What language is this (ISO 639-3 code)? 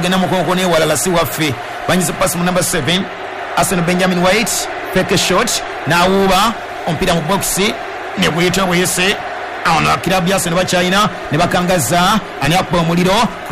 lug